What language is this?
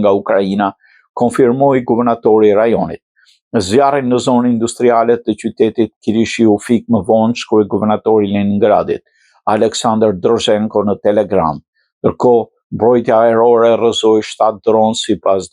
Albanian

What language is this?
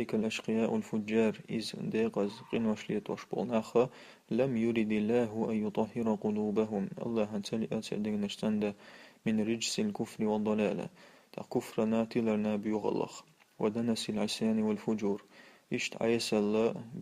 Chechen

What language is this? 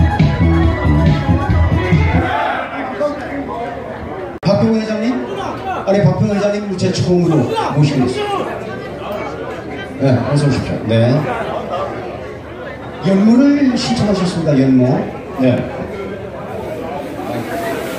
Korean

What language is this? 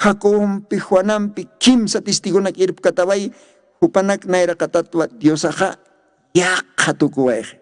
Aymara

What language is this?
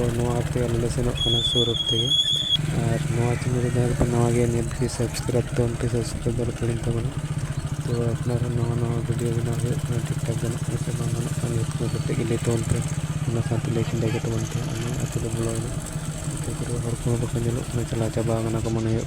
Santali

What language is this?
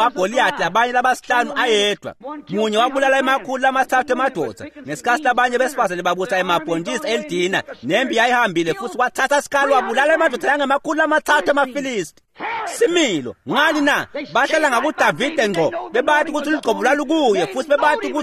Swati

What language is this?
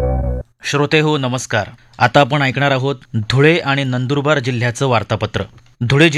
Marathi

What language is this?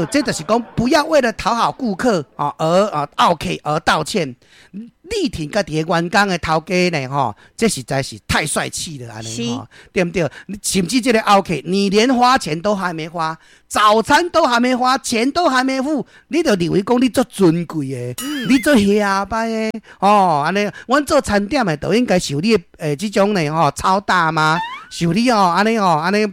Min Nan Chinese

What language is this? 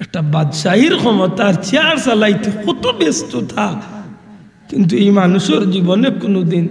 Sylheti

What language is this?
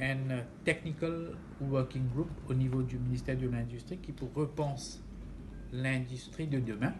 Morisyen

